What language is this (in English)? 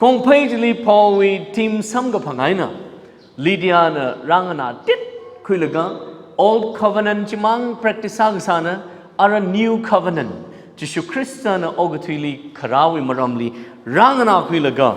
Tangkhul Naga (India)